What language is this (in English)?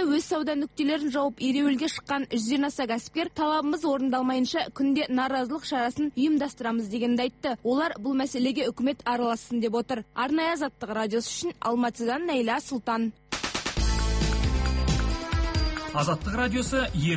Kazakh